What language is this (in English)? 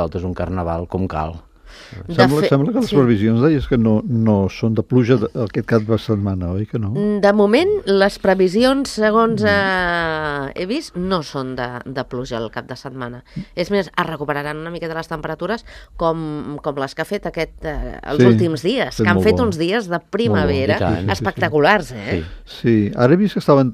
Catalan